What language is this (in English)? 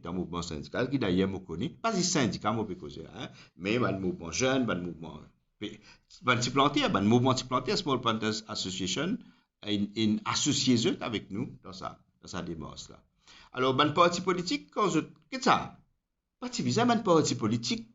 Morisyen